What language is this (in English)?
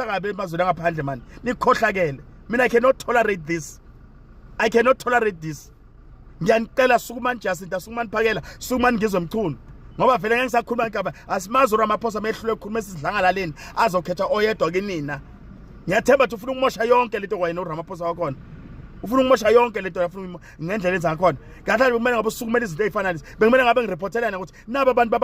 Zulu